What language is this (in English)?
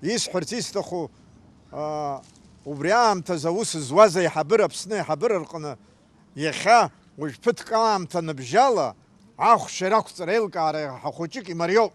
Abkhazian